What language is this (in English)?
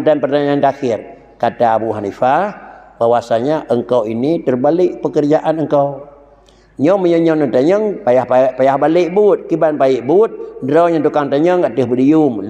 Achinese